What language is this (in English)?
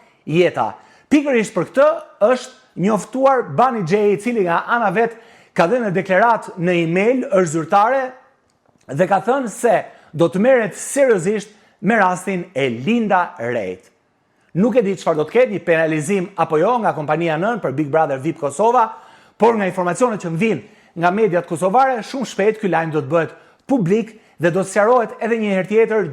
Albanian